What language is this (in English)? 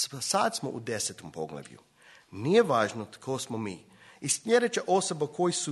Croatian